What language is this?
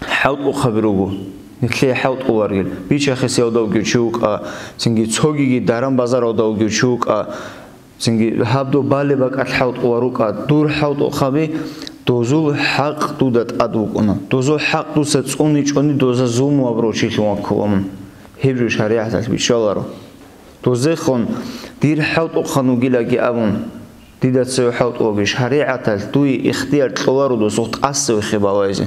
Avaric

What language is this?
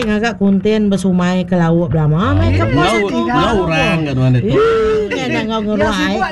Iban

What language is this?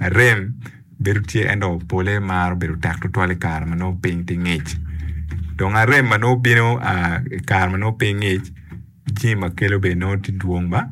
Acoli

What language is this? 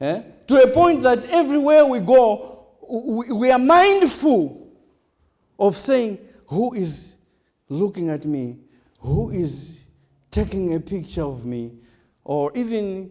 Nyanja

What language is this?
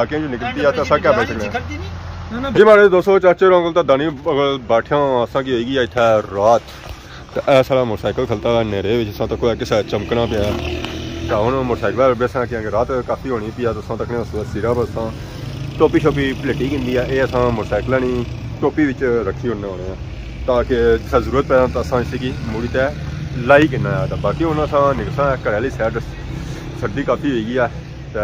Pahari-Potwari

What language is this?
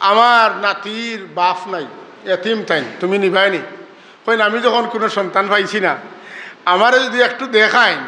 Sylheti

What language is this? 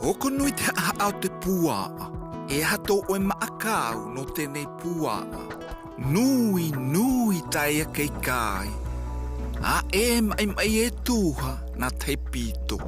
South Marquesan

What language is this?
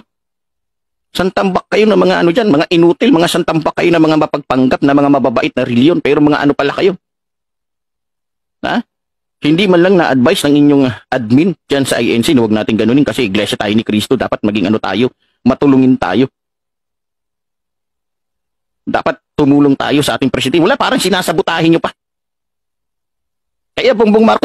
Filipino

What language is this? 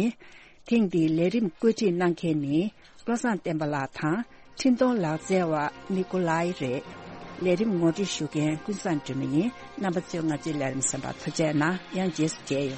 Tibetan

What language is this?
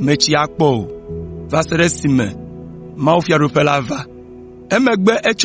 Ewe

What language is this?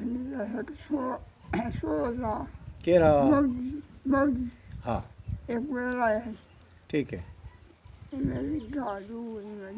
Saraiki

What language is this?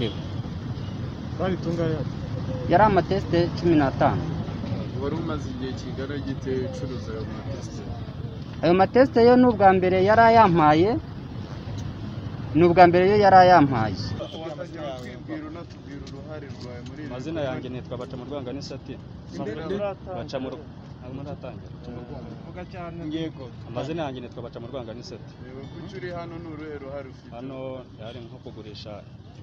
Kinyarwanda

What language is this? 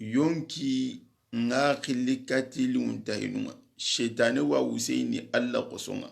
Soninke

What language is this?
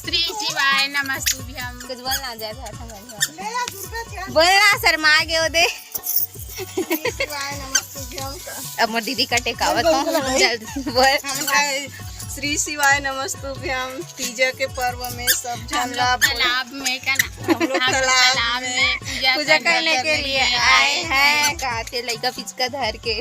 Chhattisgarhi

